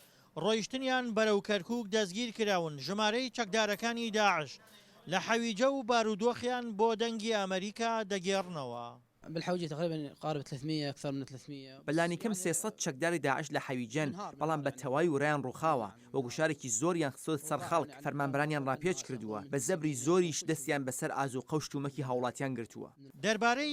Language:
Central Kurdish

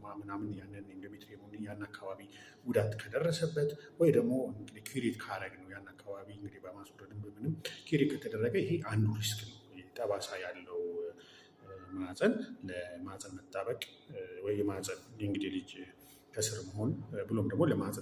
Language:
Amharic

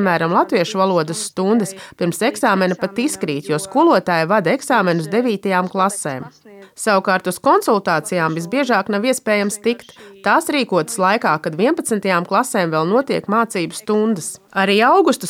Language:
Latvian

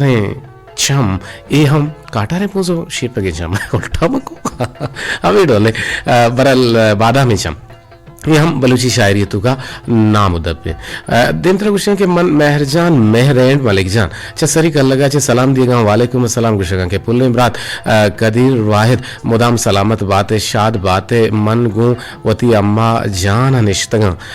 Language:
Eastern Balochi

